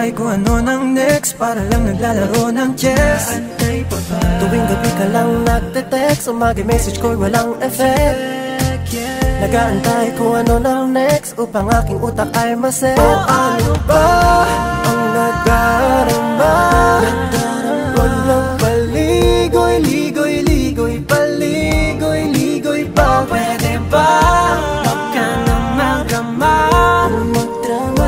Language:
Filipino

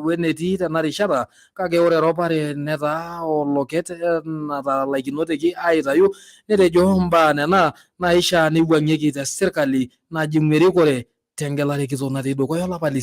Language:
Masai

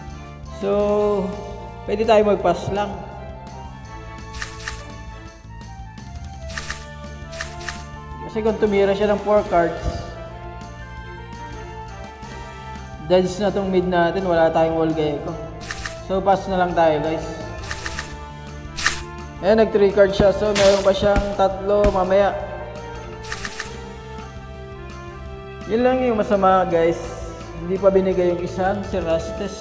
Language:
Filipino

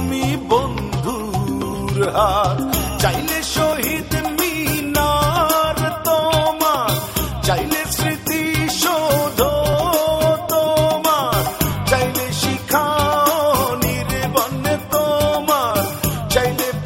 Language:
Bangla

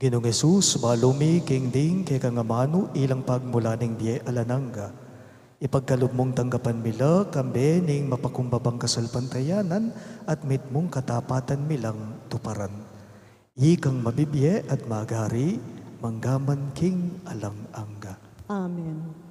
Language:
Pampanga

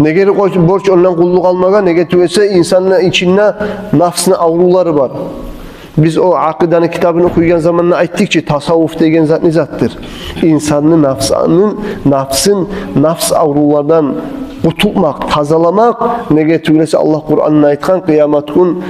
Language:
Kumyk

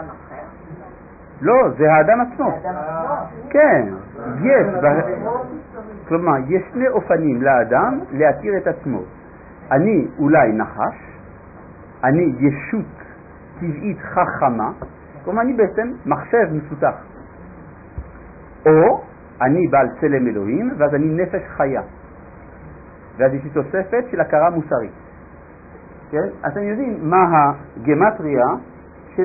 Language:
Hebrew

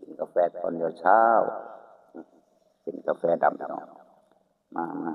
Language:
Lao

